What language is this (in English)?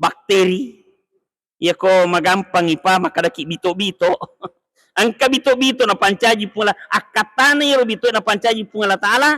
Buginese